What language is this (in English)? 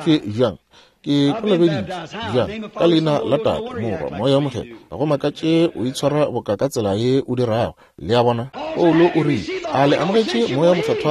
Northern Sotho